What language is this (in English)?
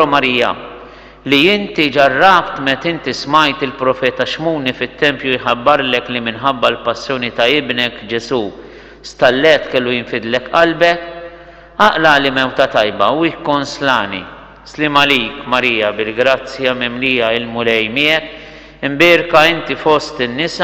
Maltese